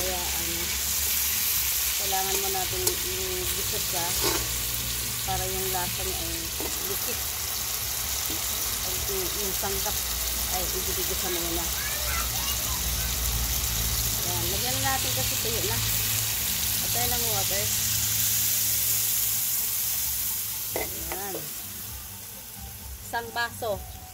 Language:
Filipino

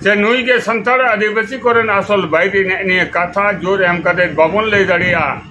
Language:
Santali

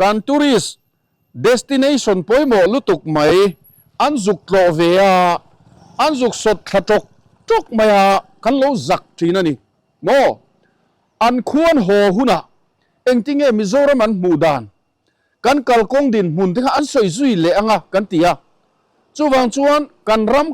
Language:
Mizo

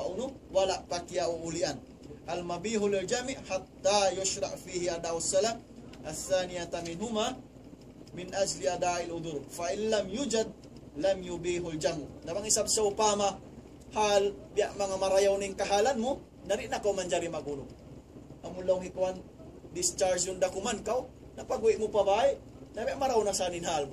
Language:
Tausug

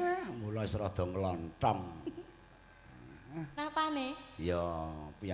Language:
Javanese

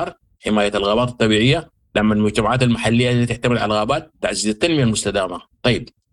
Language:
Sudanese Arabic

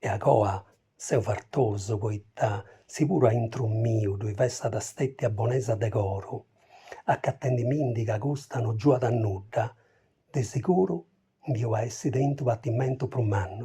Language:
Sardinian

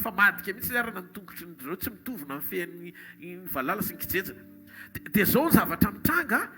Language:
Malagasy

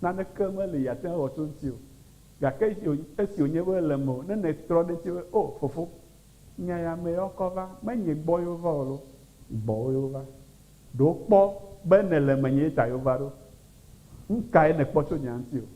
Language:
Ewe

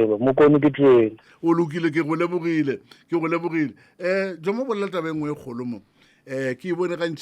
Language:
Northern Sotho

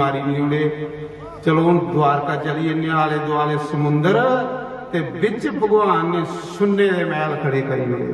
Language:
Dogri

